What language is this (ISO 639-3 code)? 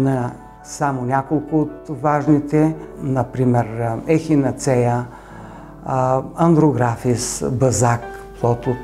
bul